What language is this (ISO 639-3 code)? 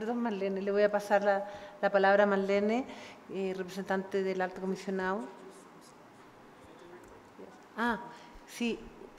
spa